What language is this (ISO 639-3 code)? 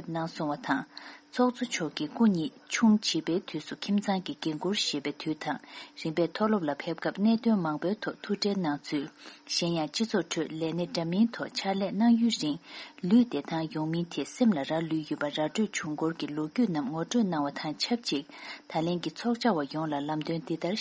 bod